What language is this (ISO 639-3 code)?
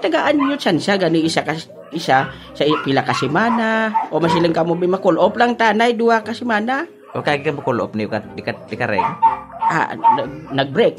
hil